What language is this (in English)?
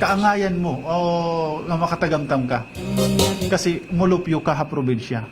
Waray